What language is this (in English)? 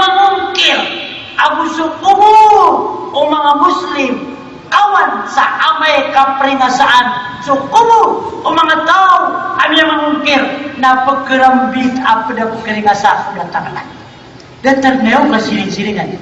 Maranao